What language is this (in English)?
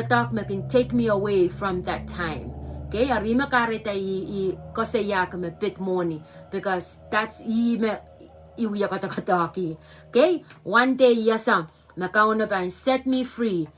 Pohnpeian